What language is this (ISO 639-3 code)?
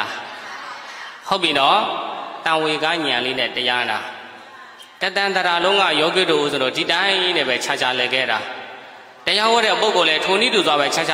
mya